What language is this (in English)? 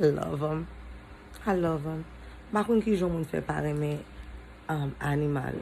Haitian Creole